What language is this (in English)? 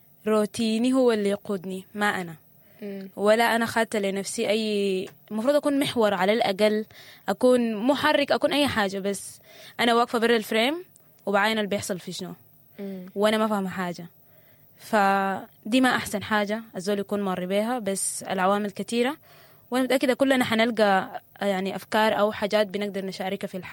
Sudanese Arabic